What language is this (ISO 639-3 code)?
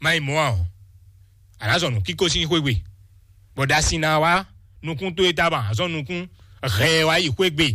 fon